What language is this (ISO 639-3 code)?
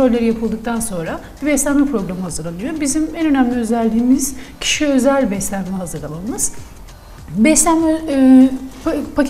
tur